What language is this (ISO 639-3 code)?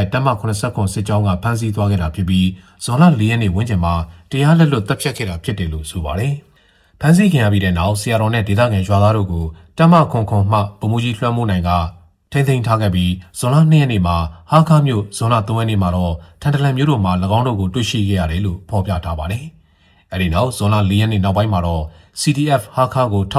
mya